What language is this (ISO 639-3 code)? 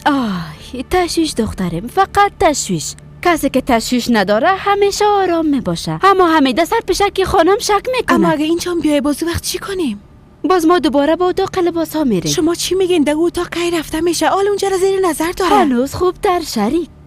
fas